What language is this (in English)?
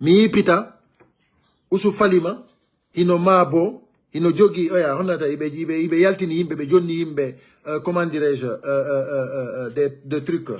Fula